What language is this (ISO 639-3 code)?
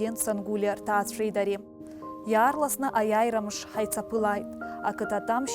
abk